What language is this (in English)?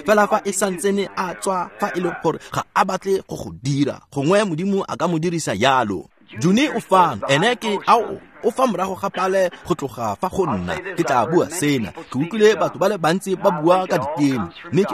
Tswana